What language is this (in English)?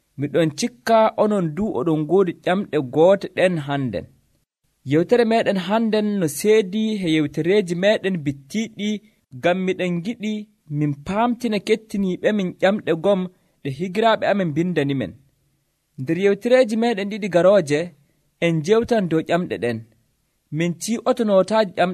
Nigerian Fulfulde